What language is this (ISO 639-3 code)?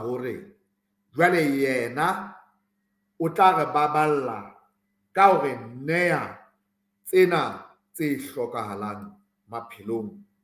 sot